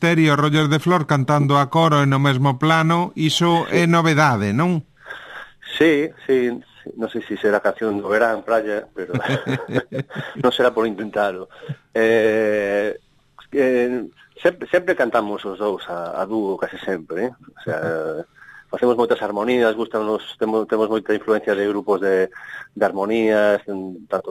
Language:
Galician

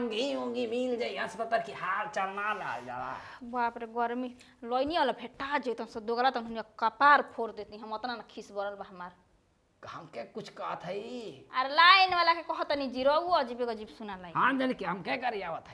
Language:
Bhojpuri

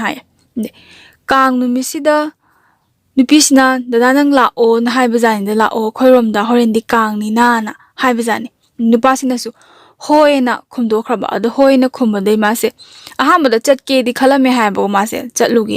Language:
Manipuri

